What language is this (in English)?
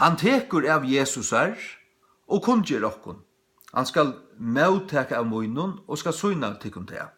Faroese